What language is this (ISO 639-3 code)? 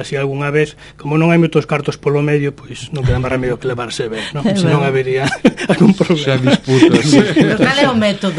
glg